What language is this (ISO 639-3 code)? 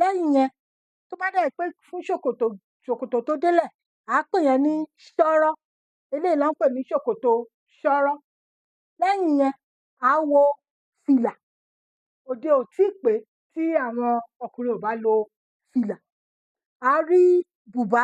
yor